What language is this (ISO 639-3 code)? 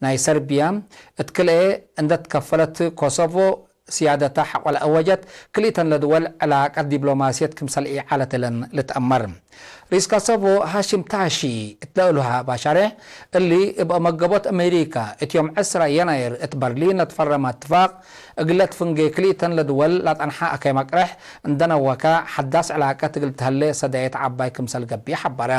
tig